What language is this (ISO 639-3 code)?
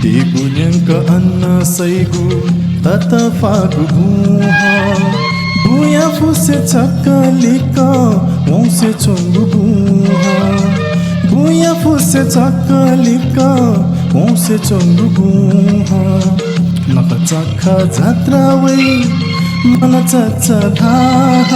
new